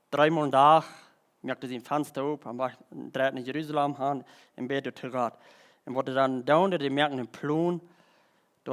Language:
Plautdietsch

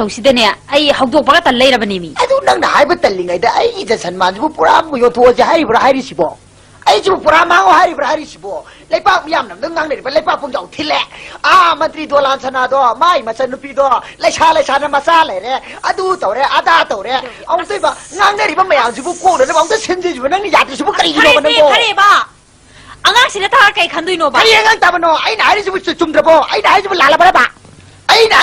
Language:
Manipuri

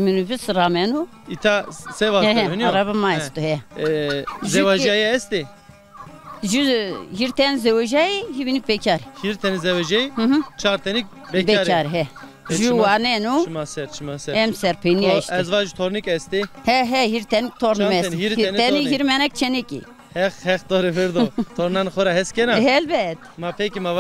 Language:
Zaza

